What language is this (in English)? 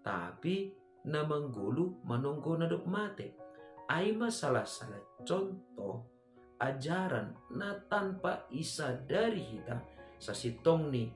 Batak Simalungun